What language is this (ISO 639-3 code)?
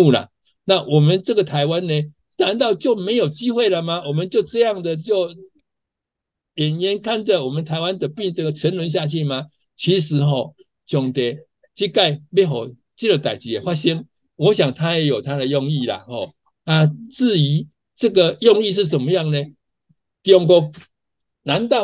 zho